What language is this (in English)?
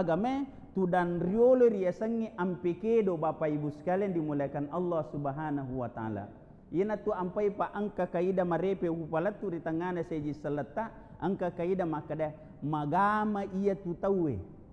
Buginese